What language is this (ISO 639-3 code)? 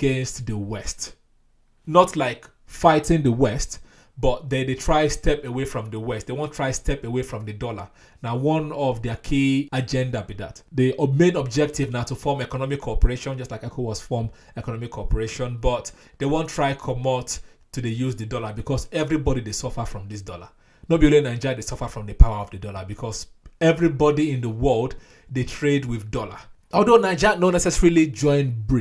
pcm